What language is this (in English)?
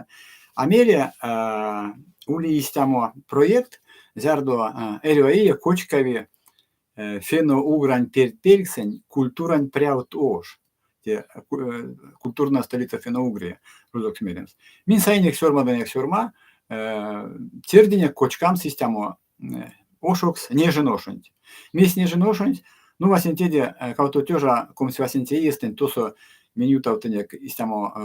Erzya